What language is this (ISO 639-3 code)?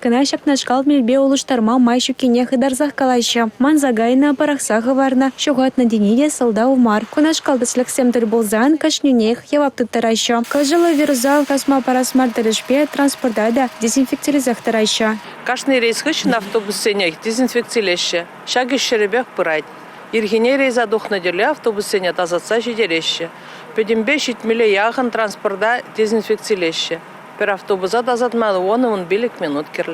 chv